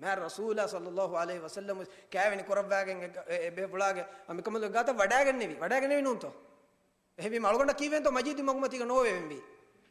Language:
Divehi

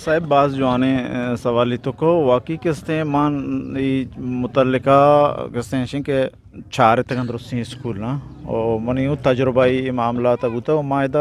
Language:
Eastern Balochi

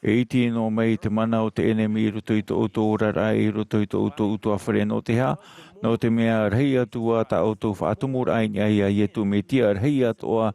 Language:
Tahitian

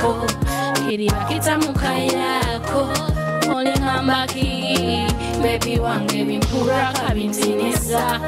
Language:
Nyoro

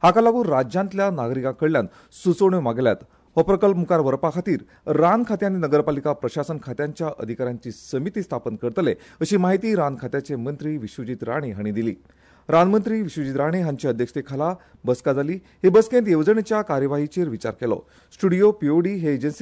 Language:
Konkani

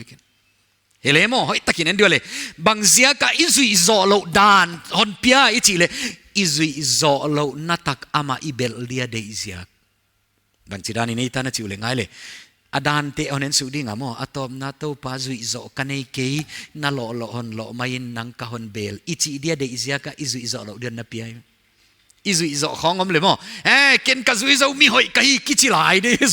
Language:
Paite Chin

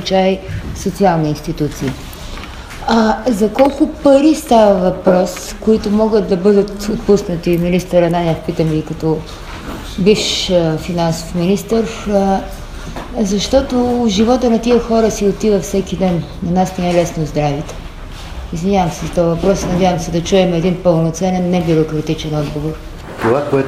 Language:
Bulgarian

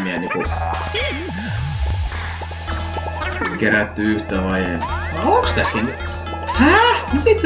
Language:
Finnish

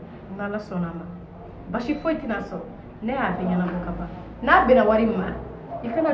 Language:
Bambara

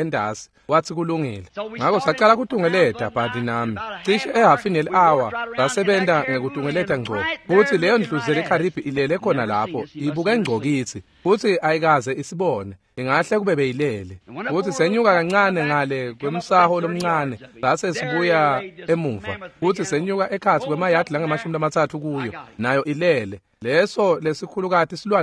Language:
Swati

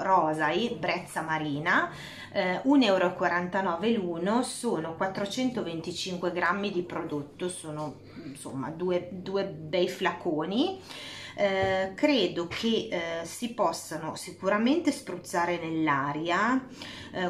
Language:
Italian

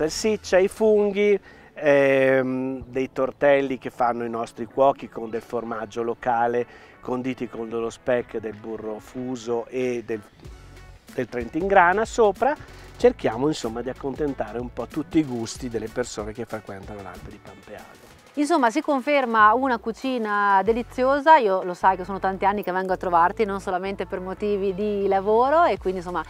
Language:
Italian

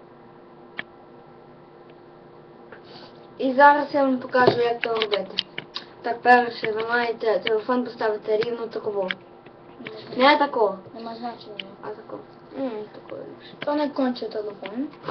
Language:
Ukrainian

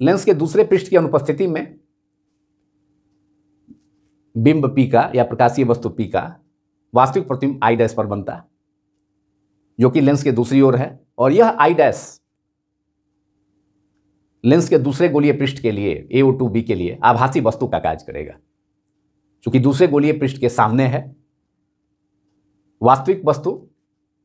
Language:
Hindi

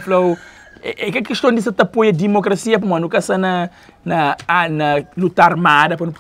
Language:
Kabuverdianu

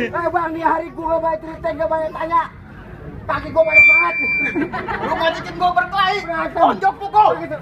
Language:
Betawi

